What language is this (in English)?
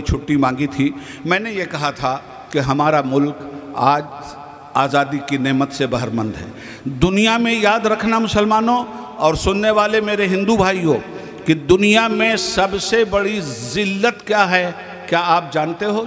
Urdu